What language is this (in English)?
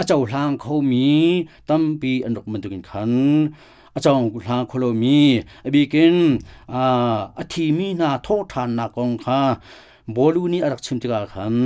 Hakha Chin